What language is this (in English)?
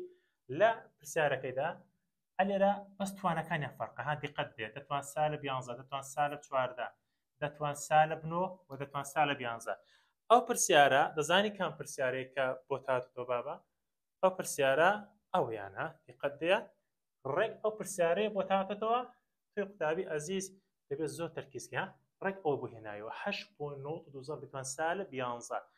Central Kurdish